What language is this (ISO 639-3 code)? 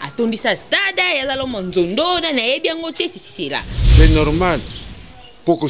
lin